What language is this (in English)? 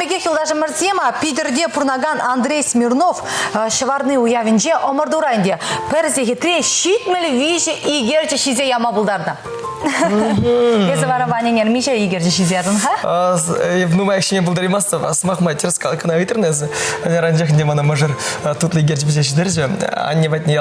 Chuvash